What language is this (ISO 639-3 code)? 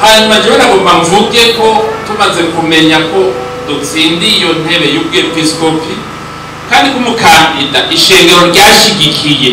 run